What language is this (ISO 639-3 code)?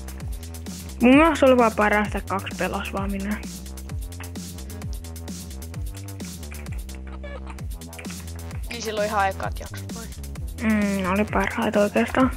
fin